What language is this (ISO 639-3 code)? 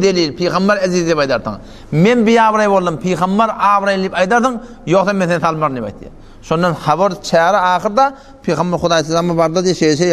tuk